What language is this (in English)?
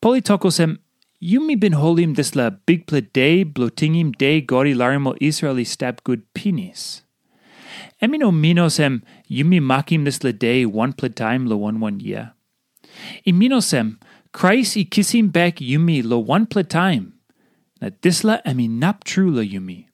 Tok Pisin